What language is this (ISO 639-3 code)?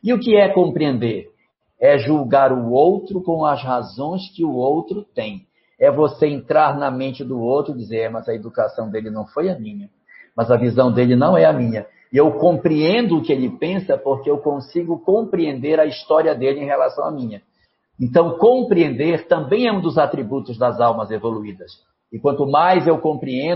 por